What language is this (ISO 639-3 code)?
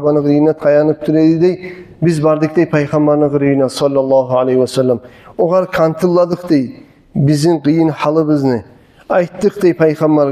kum